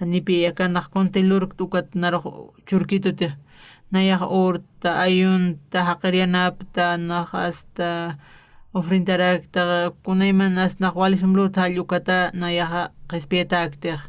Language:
Aymara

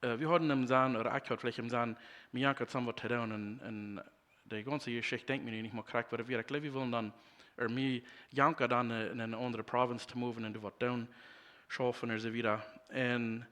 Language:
Plautdietsch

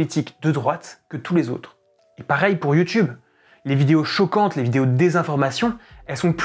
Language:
French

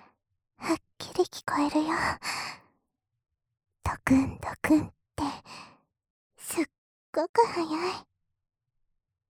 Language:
Japanese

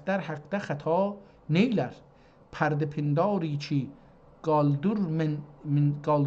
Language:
South Azerbaijani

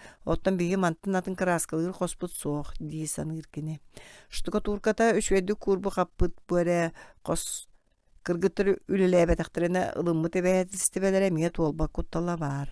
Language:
Yakut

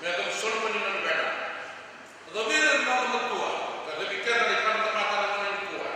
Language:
Fijian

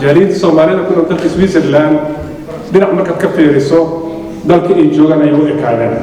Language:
Somali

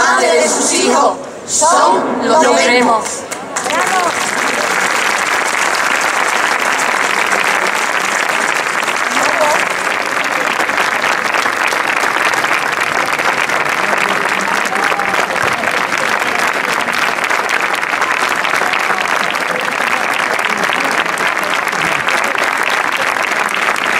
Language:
Spanish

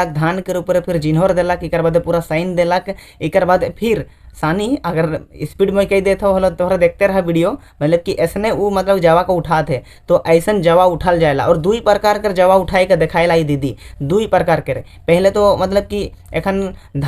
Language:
Sadri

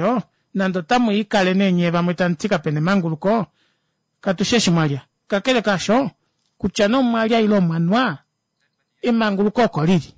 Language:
Kuanyama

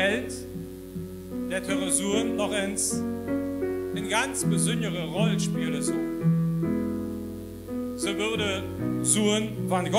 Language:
Dutch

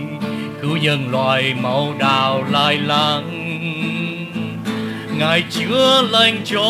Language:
Vietnamese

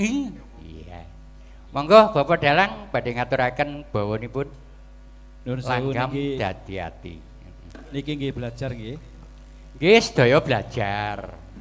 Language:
Javanese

